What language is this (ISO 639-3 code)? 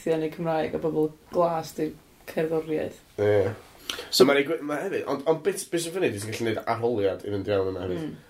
cym